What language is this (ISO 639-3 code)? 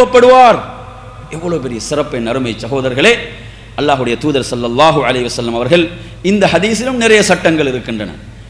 tam